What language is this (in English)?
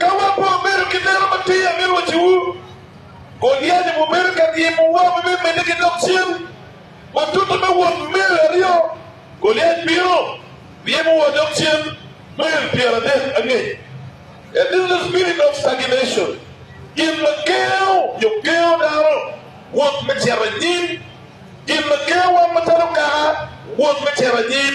Acoli